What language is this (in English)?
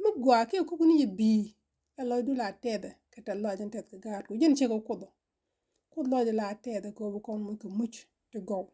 Nuer